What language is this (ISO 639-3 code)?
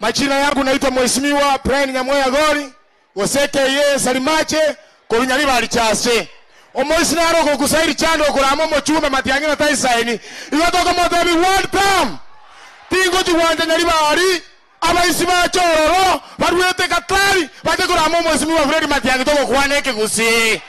guz